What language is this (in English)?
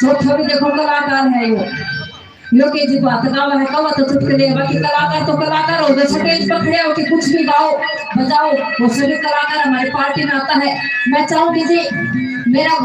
Haryanvi